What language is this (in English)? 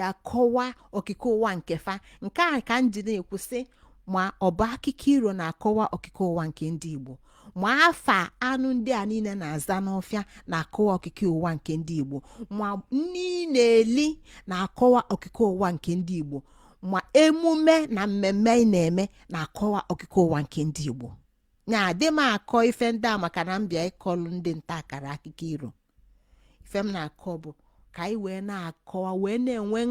Igbo